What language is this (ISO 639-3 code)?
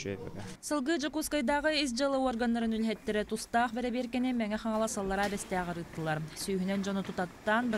sah